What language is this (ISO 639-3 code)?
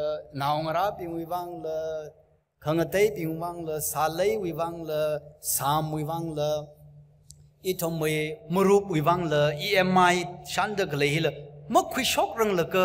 nmf